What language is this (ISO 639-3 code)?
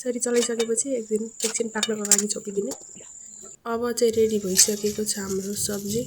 nep